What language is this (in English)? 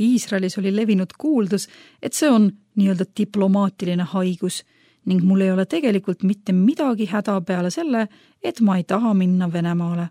Estonian